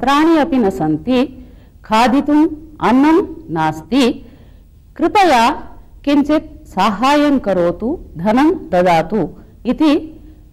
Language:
Sanskrit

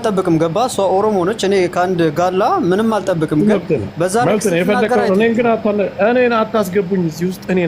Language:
Amharic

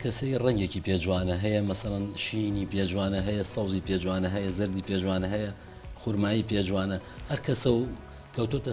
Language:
Central Kurdish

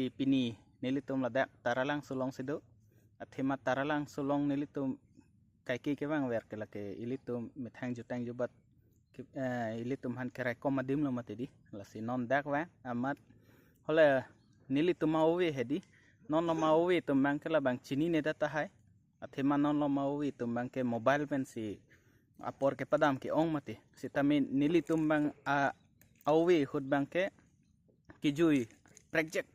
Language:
Karbi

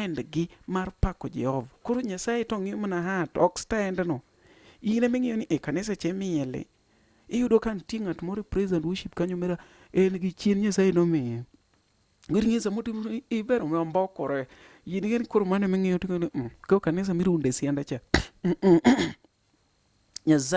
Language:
Luo (Kenya and Tanzania)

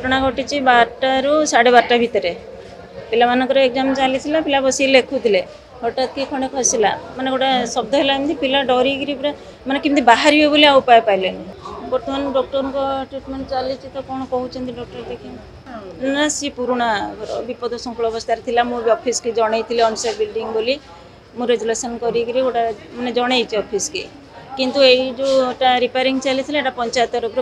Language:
Odia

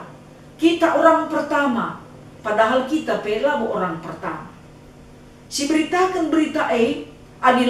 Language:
Batak Karo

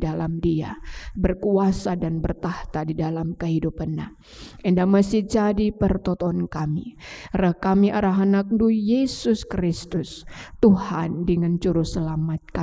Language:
Batak Karo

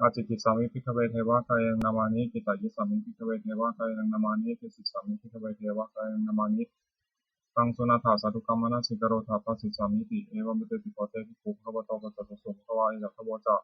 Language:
Pali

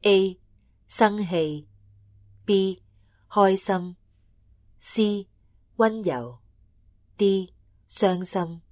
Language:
Cantonese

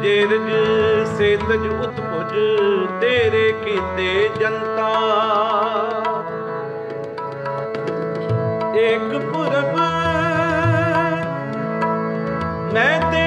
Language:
Punjabi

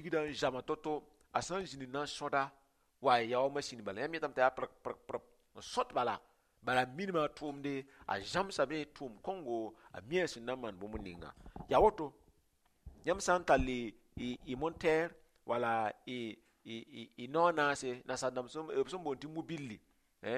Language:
Mossi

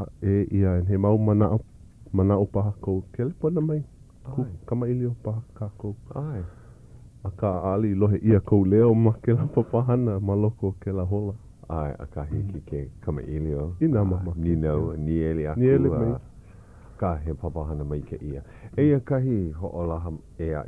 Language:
Hawaiian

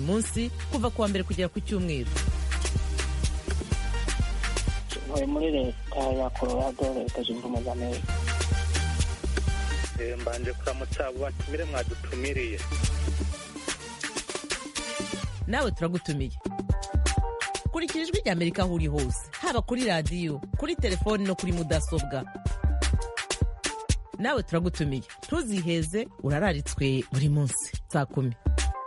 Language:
Kinyarwanda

